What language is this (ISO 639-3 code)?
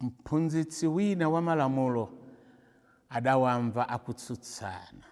nya